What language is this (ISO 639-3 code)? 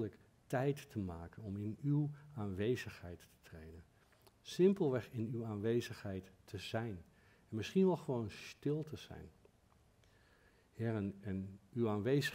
nld